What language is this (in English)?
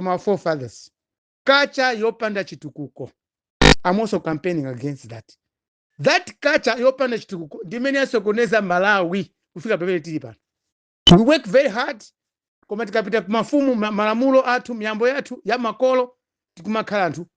Nyanja